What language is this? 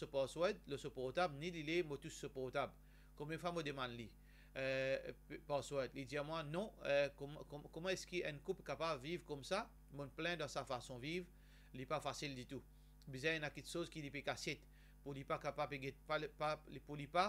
Morisyen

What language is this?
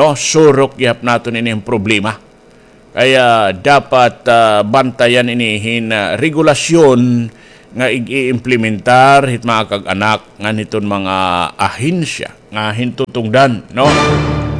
Waray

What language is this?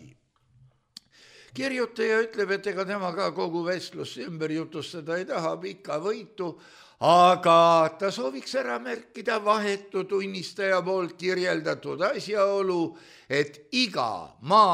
Estonian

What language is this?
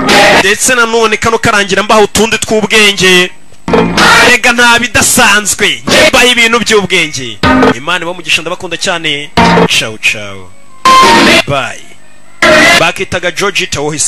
Kinyarwanda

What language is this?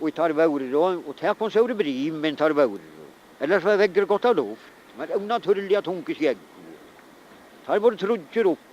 Faroese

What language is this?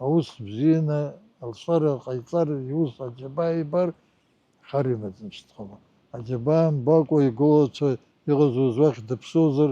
Abkhazian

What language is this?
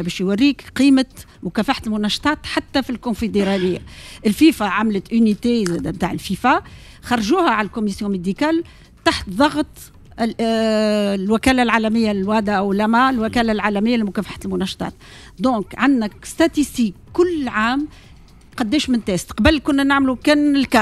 Tunisian Arabic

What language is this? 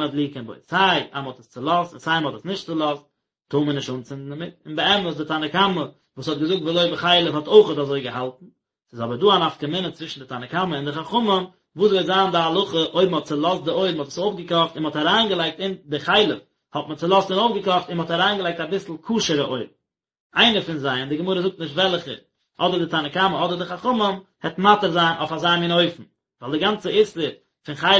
Yiddish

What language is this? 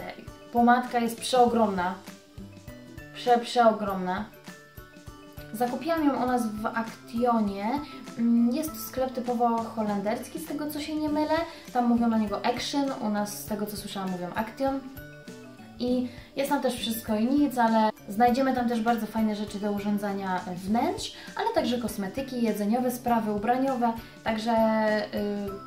Polish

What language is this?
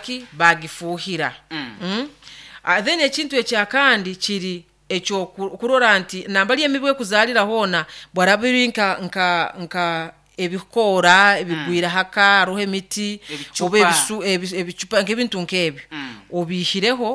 Nyoro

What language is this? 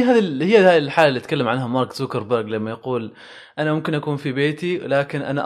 Gulf Arabic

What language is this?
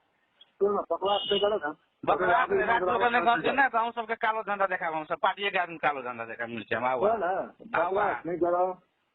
Maithili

